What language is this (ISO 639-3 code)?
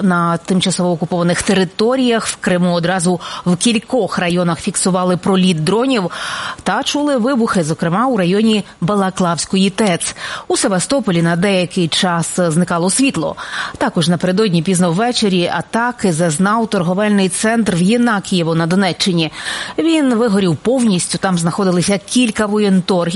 ukr